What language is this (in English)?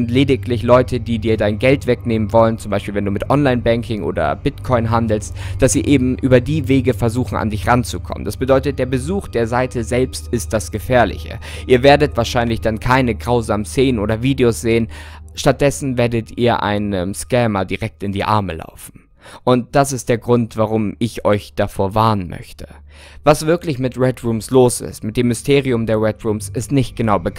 German